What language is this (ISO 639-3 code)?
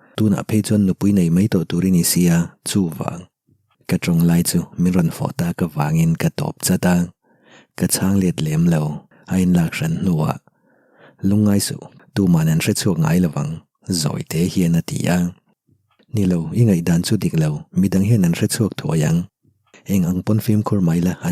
lus